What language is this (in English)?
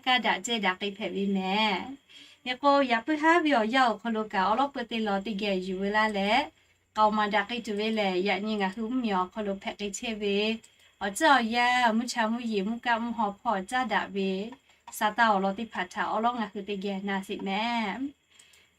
Lahu